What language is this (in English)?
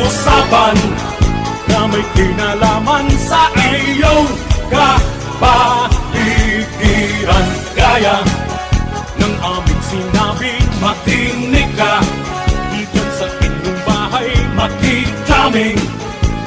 Bikol